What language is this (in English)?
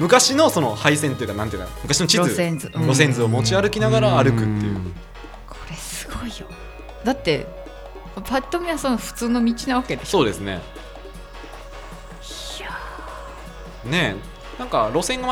Japanese